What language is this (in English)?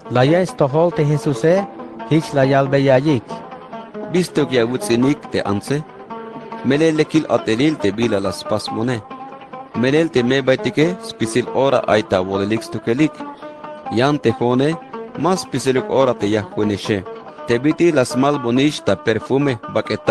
Tzeltal